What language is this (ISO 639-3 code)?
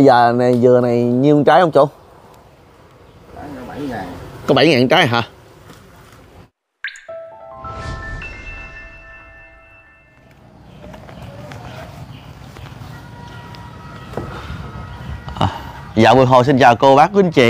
vie